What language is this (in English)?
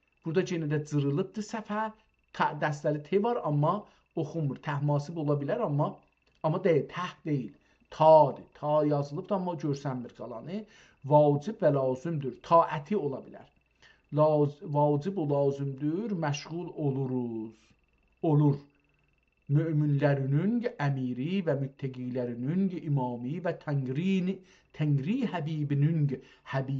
South Azerbaijani